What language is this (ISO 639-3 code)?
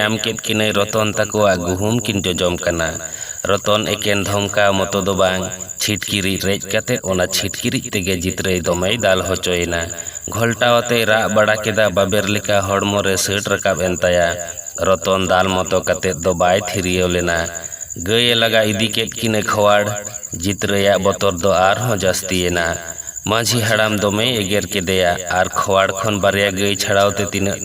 sat